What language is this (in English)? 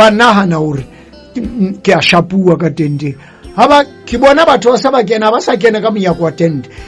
Southern Sotho